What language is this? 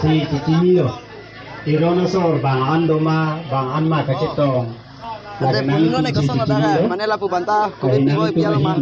Karbi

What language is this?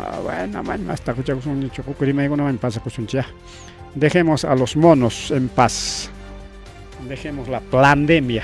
Ayacucho Quechua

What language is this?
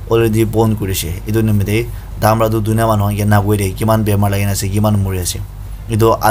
Naga Pidgin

